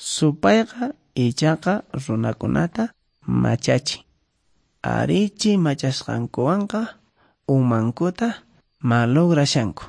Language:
Quechua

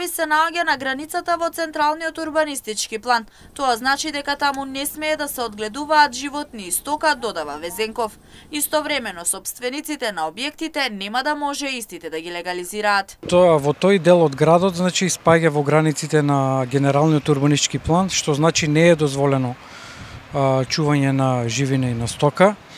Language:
Macedonian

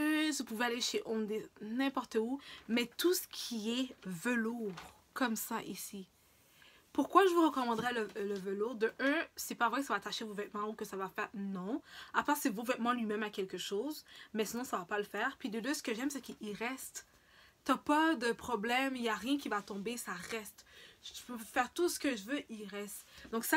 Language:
French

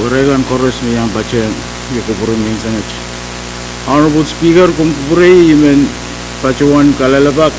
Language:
Pohnpeian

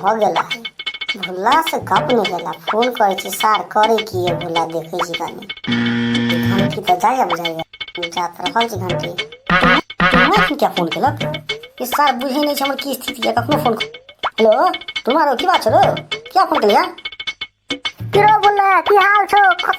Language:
Maithili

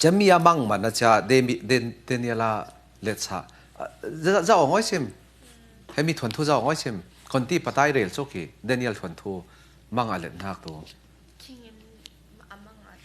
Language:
Falam Chin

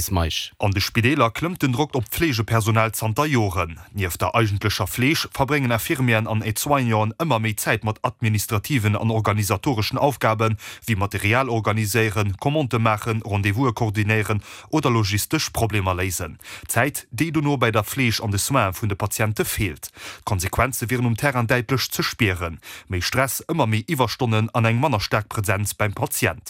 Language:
Luxembourgish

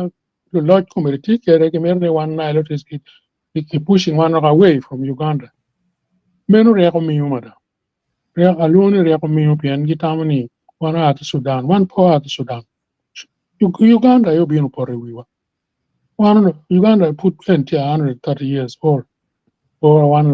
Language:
Acoli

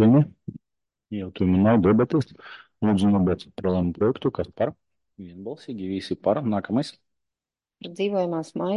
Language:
Latvian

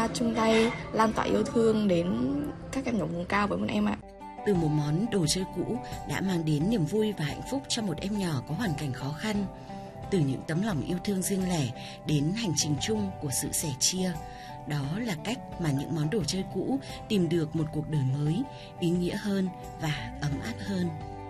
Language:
Vietnamese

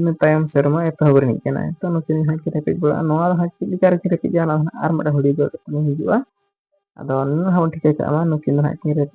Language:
Santali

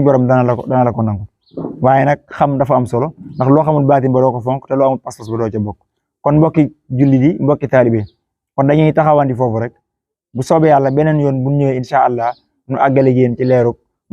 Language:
Wolof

